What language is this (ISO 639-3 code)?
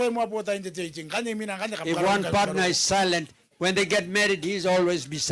gil